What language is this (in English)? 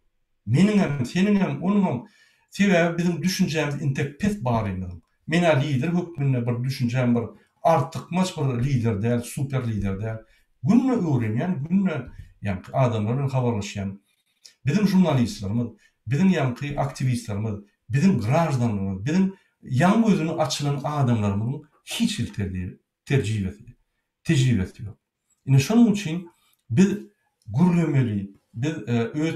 Turkmen